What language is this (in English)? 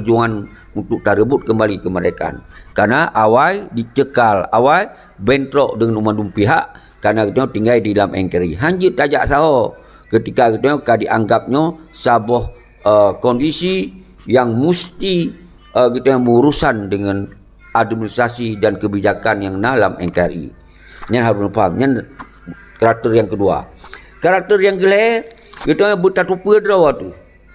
Achinese